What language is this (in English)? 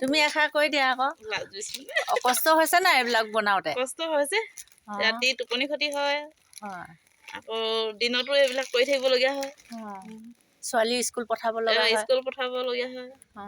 Assamese